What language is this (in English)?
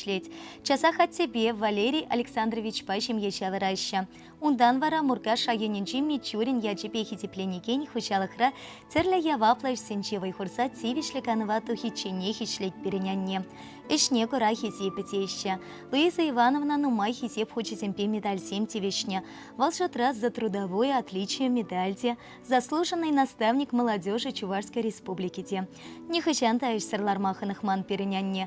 Chuvash